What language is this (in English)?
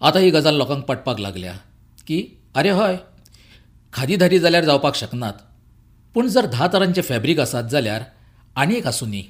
Konkani